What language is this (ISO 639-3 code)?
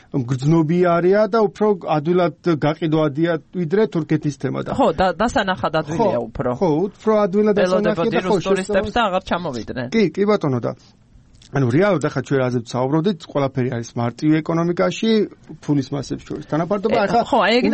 kat